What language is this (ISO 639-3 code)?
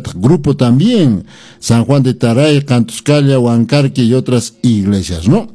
que